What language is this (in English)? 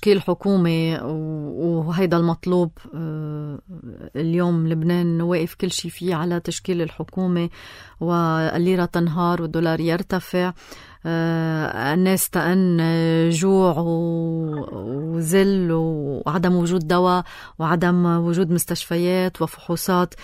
North Levantine Arabic